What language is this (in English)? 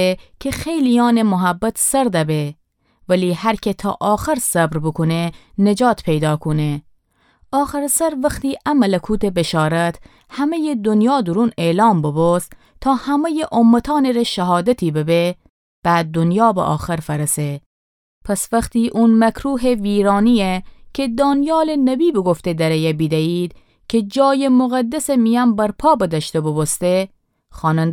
Gilaki